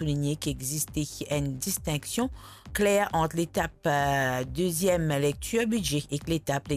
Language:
Morisyen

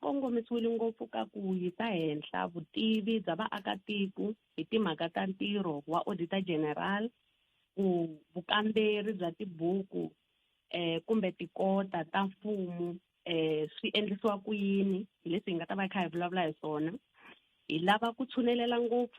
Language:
Tsonga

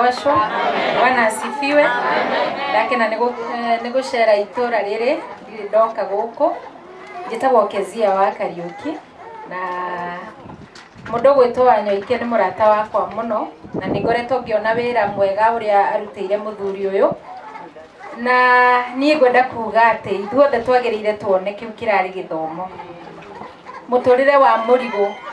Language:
Kikuyu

